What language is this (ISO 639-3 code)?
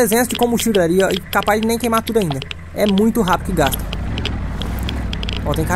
por